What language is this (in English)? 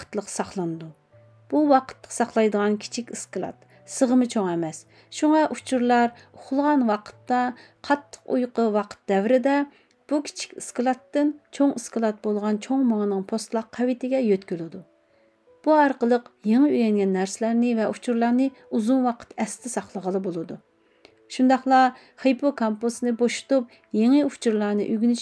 Uyghur